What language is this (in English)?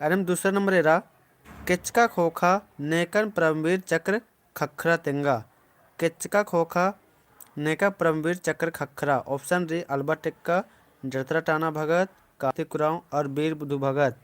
Kurukh